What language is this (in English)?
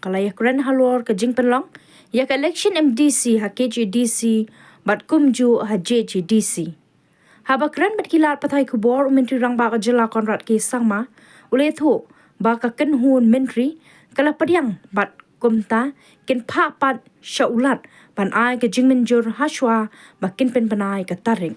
Khasi